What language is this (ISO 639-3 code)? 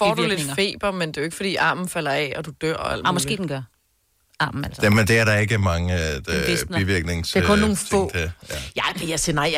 dan